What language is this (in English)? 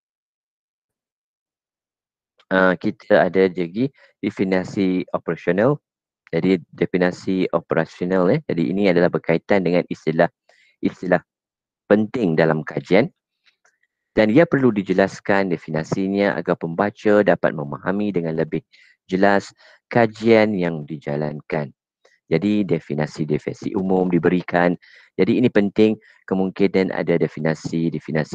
Malay